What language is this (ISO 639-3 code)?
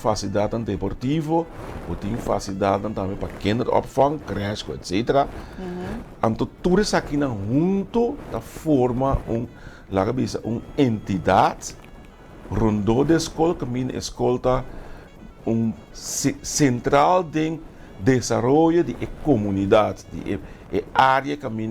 pap